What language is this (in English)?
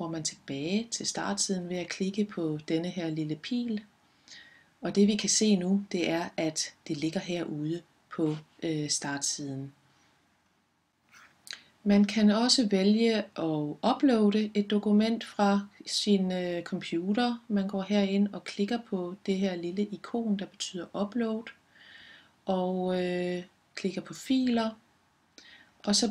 Danish